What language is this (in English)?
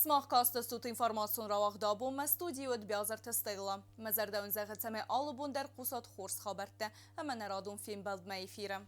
Ossetic